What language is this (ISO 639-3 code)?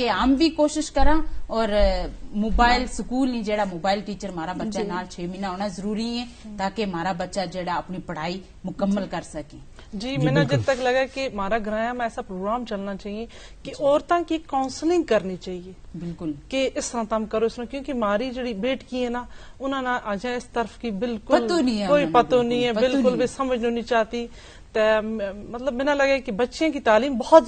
gju